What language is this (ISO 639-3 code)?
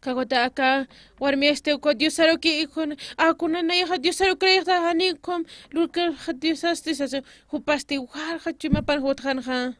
aym